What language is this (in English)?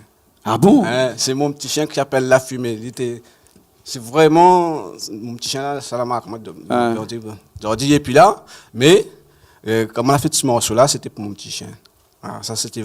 Réunion Creole French